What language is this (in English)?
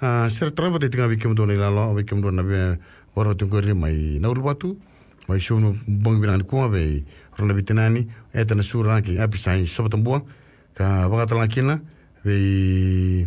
Fijian